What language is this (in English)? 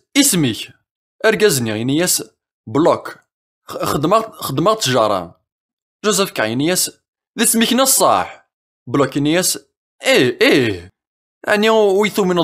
Kabyle